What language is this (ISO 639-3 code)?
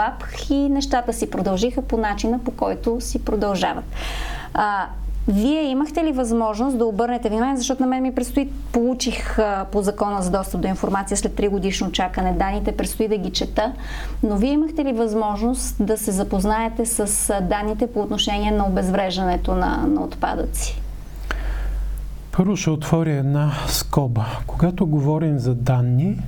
bul